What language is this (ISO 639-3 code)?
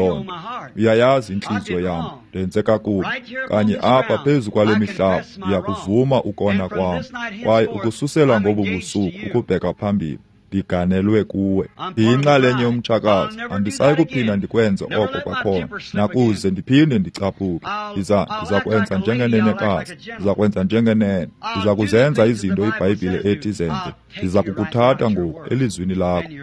xho